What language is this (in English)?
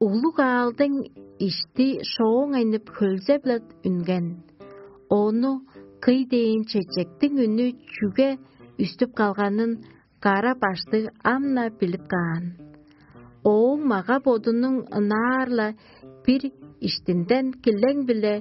Tuvinian